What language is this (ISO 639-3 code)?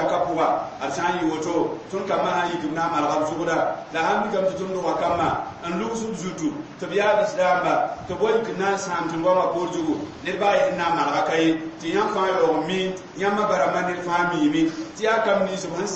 mos